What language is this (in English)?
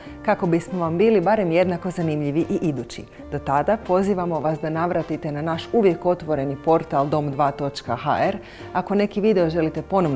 Croatian